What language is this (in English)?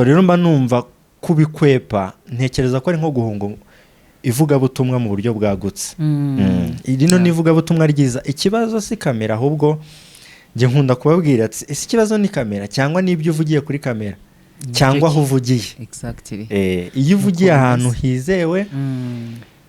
Kinyarwanda